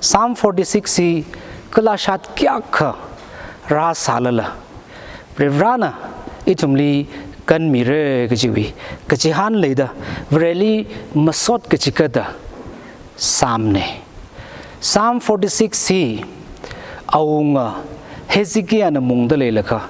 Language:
Tangkhul Naga (India)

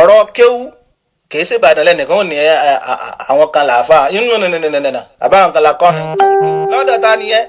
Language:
Yoruba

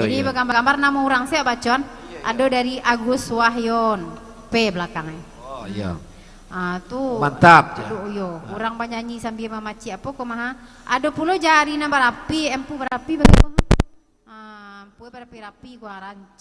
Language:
Minangkabau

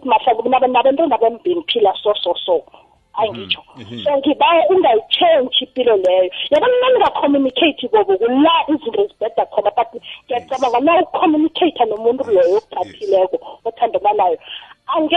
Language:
South Ndebele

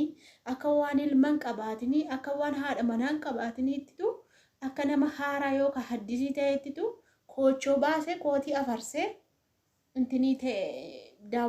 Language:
Oromo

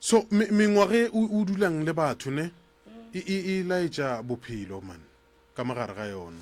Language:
Northern Sotho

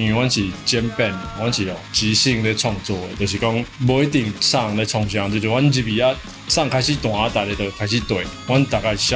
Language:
Min Nan Chinese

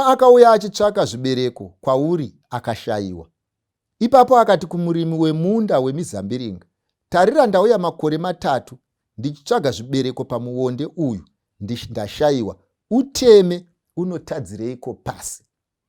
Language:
Shona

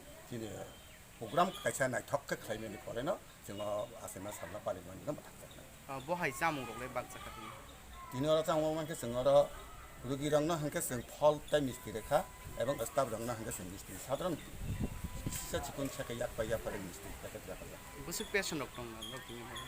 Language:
Kok Borok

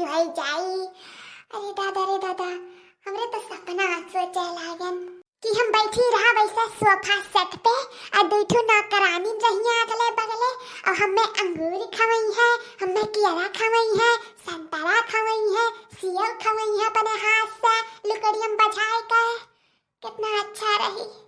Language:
Awadhi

